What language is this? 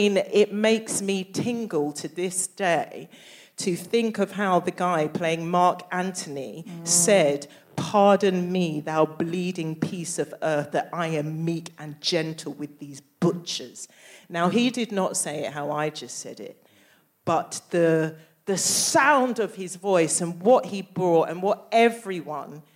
English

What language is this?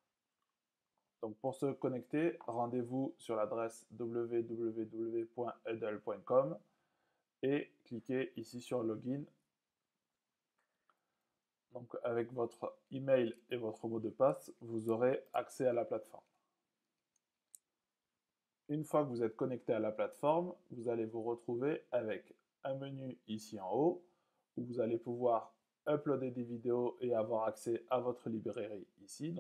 French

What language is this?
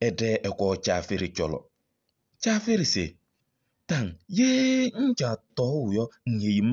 Kabiyè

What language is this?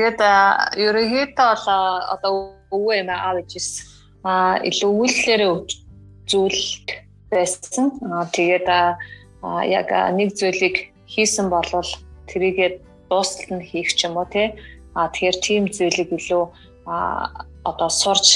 Mongolian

